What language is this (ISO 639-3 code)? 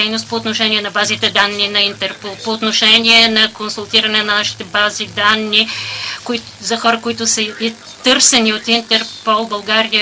bul